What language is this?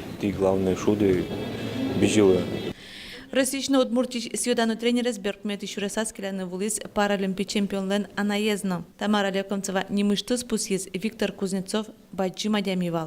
Udmurt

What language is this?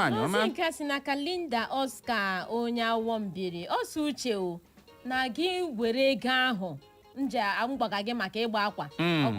Igbo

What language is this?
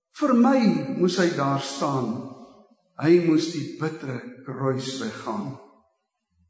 Afrikaans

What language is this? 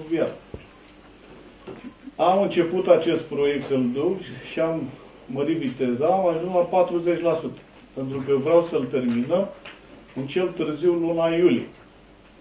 Romanian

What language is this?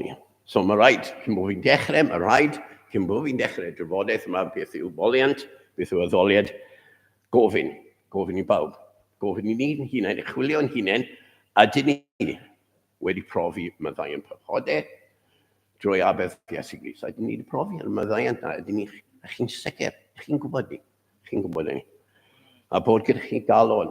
Welsh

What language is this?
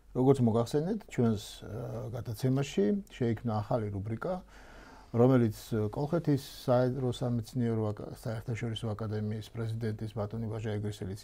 Georgian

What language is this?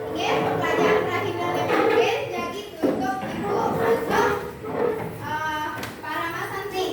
Balinese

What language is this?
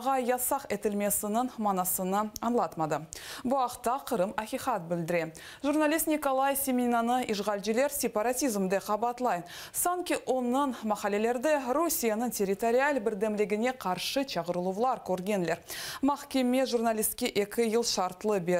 Crimean Tatar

